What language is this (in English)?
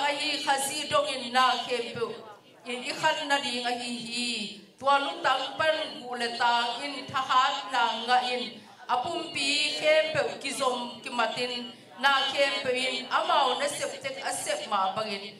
Tedim Chin